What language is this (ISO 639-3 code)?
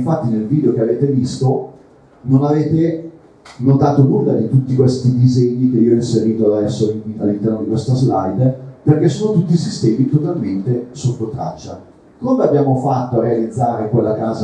ita